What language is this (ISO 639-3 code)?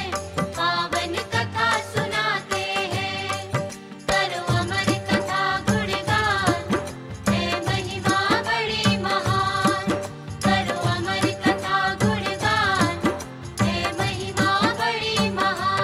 hin